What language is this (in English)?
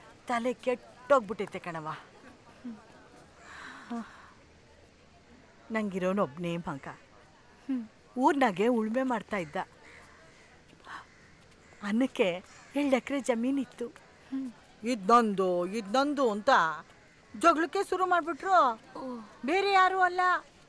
Kannada